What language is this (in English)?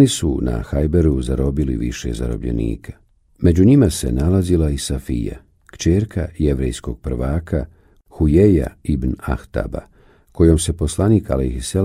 Bosnian